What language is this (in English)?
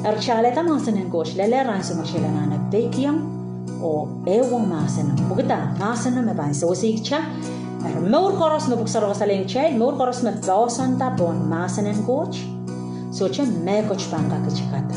Pohnpeian